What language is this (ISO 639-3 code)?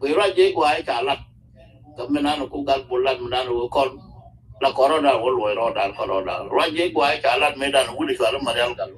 nus